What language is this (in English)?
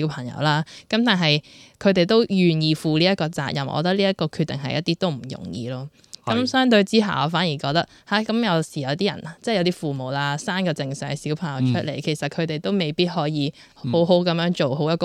Cantonese